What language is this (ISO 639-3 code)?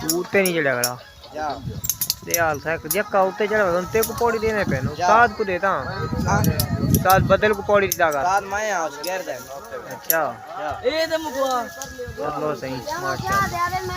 skr